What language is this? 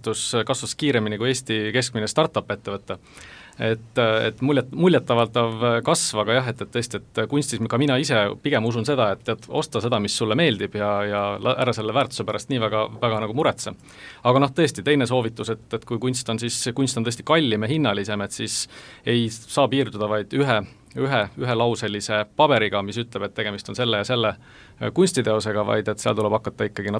Estonian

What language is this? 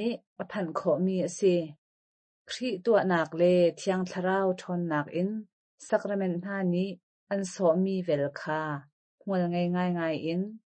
Hakha Chin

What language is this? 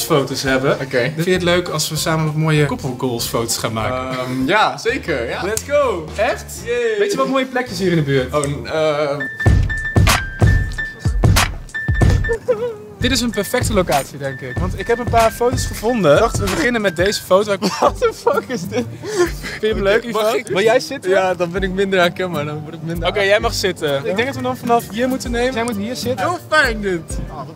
Dutch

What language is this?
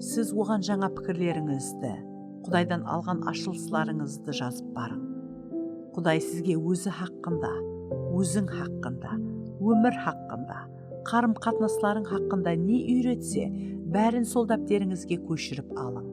Kara-Kalpak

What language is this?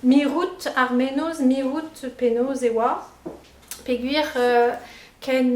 Breton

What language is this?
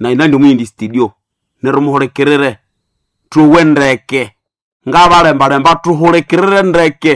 Nande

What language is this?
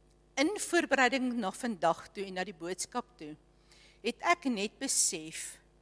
Afrikaans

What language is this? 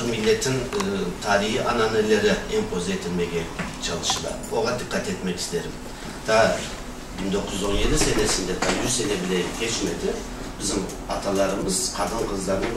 Crimean Tatar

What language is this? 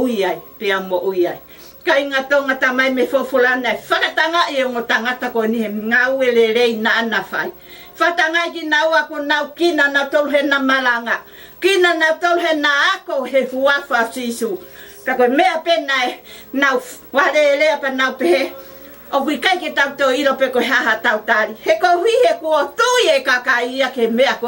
Tongan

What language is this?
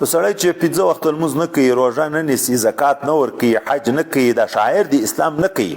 Pashto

